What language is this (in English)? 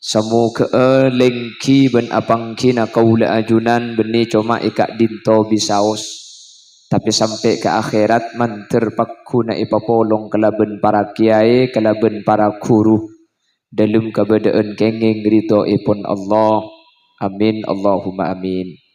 Madurese